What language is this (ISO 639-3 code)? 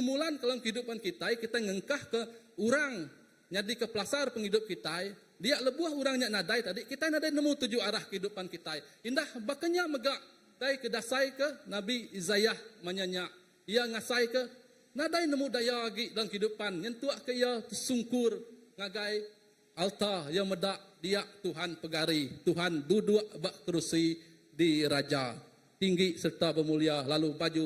iba